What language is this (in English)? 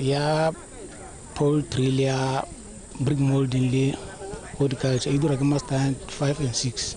Tswana